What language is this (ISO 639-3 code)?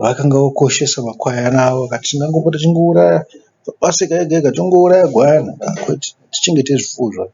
sna